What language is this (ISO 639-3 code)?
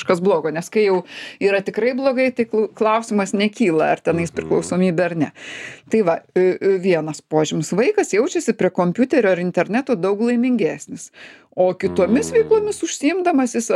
lit